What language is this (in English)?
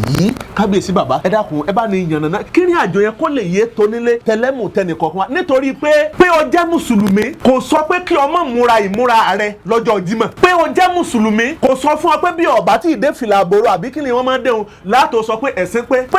Yoruba